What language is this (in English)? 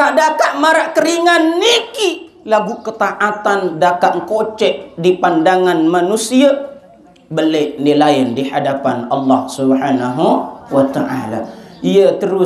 Sasak